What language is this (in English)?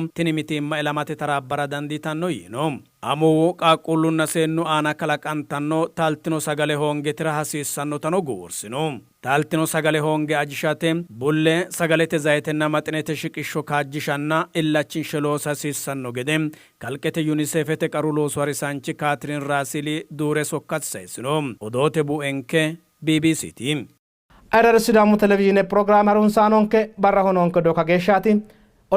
Sidamo